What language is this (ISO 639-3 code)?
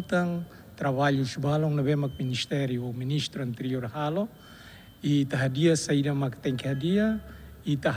tet